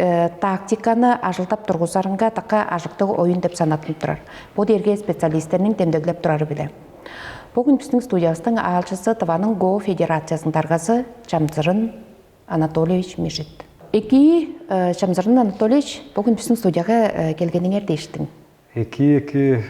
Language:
Tuvinian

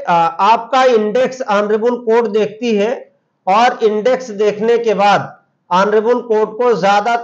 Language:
Hindi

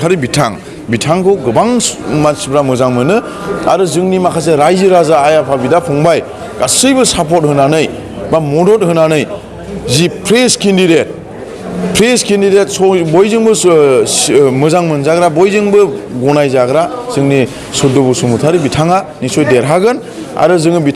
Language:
Bodo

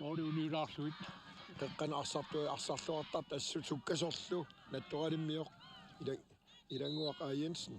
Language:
Kalaallisut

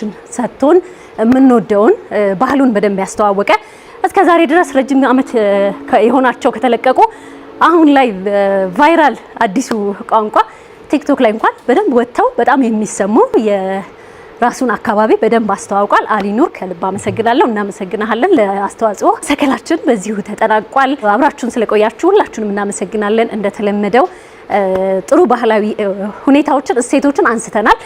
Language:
Amharic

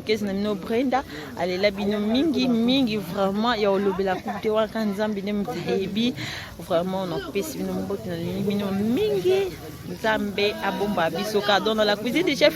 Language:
Lingala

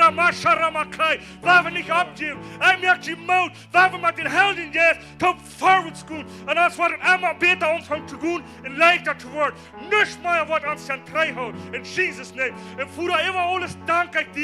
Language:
Plautdietsch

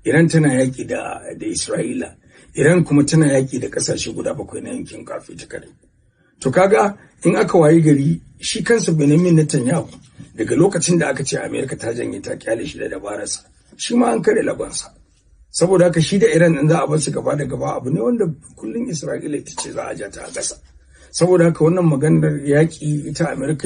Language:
Hausa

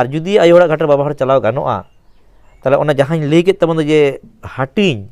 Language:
Santali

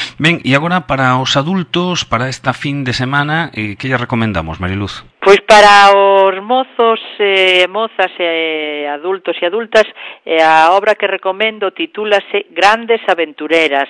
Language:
Galician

